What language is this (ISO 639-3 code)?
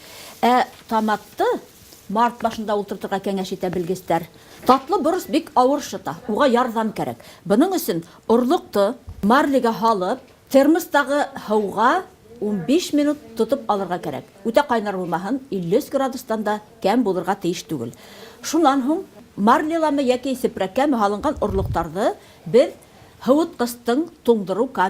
bak